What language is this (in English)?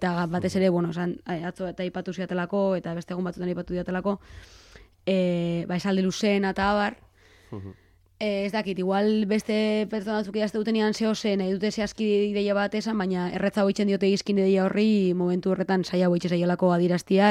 Basque